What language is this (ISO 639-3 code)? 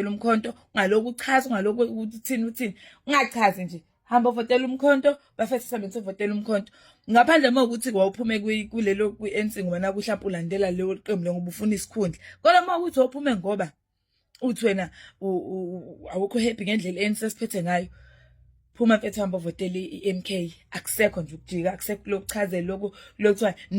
zul